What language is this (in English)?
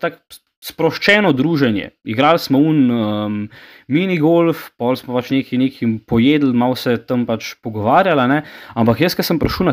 Slovenian